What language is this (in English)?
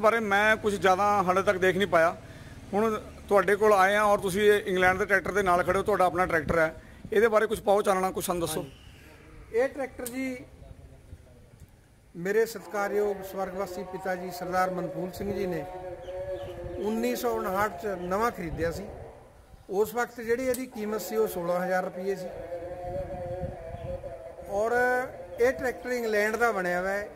Punjabi